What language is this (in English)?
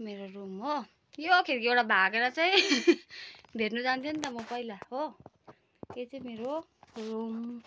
Nepali